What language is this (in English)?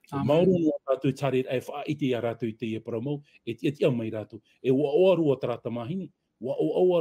Tahitian